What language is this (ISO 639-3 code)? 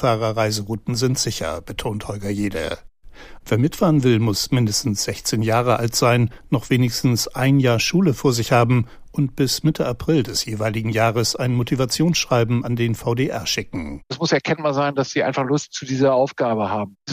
deu